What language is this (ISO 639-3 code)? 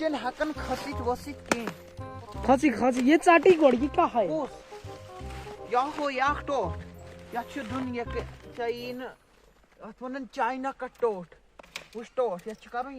kas